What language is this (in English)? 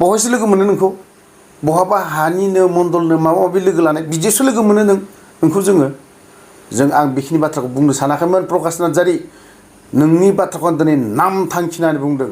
Bodo